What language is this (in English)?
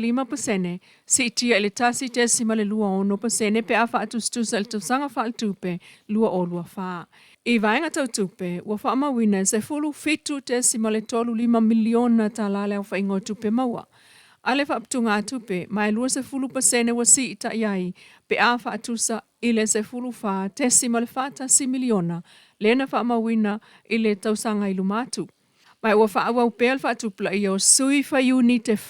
Samoan